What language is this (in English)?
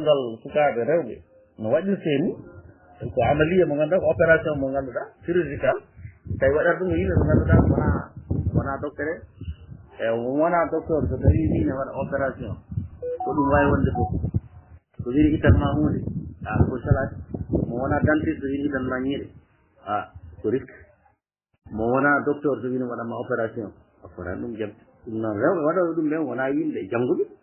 Fula